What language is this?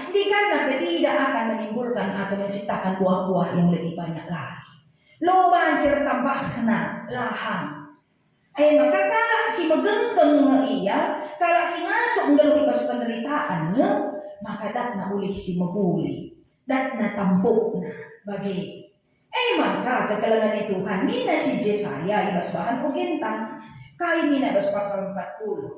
Batak Karo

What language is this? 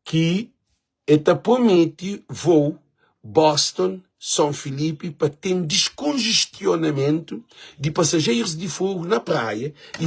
Kabuverdianu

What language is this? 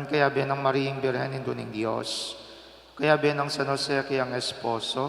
Pampanga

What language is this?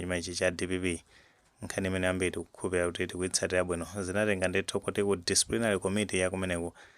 Nyanja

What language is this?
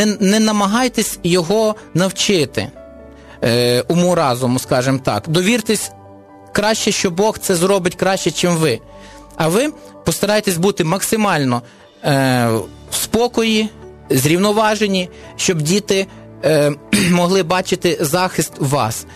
Ukrainian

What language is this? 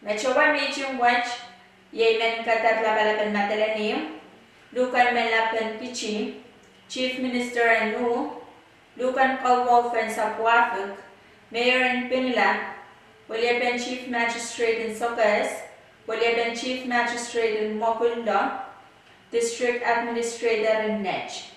Pohnpeian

